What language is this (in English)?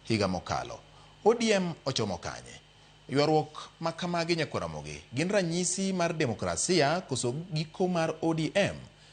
Luo (Kenya and Tanzania)